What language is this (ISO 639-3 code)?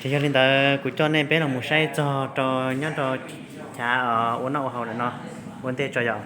hmn